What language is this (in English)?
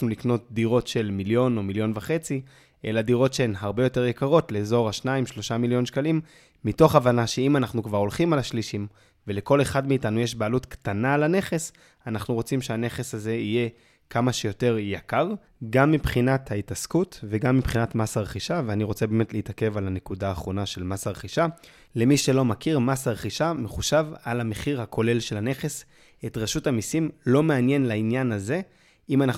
Hebrew